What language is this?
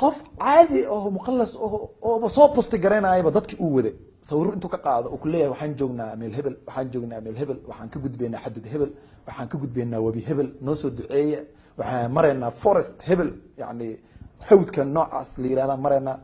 Somali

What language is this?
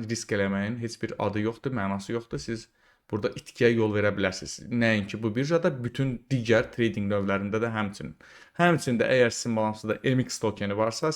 Azerbaijani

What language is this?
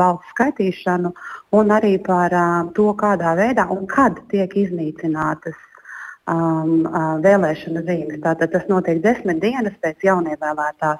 Latvian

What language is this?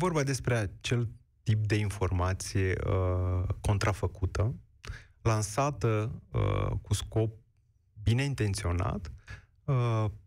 Romanian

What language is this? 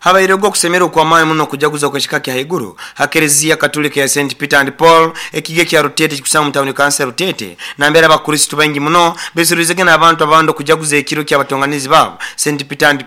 Nyoro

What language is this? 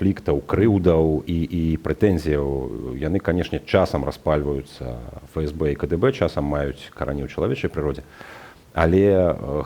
Belarusian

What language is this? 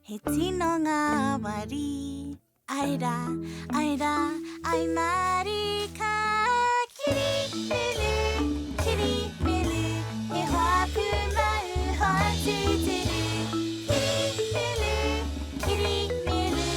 Māori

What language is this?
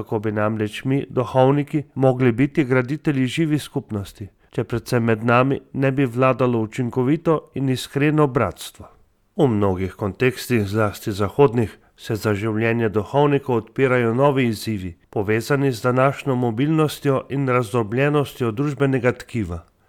Slovenian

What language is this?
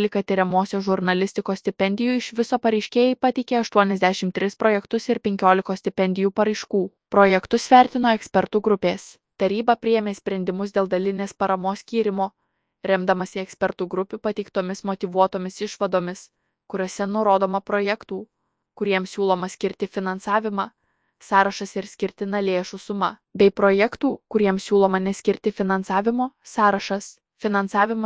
Lithuanian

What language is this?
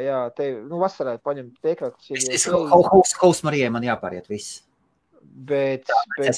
Latvian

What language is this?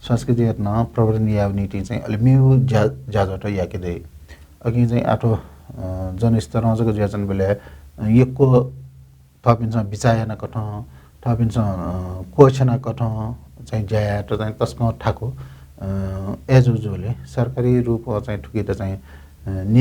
Newari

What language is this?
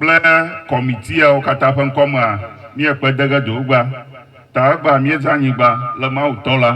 Ewe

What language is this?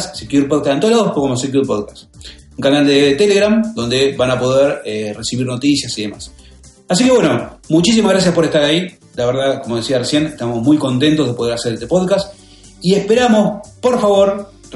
Spanish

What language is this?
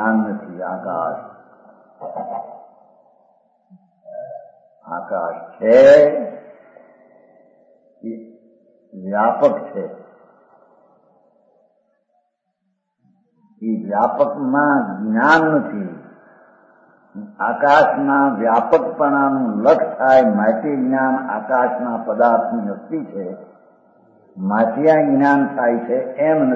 Gujarati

